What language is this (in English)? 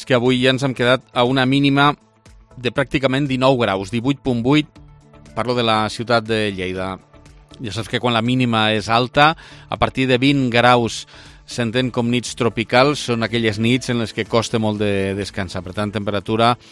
Catalan